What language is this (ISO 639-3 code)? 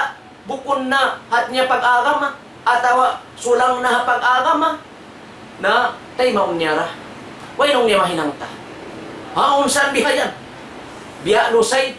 tsg